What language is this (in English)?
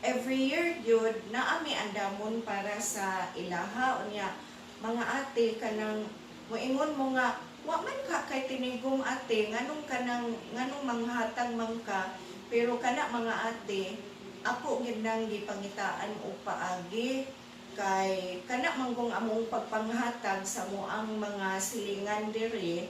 Cebuano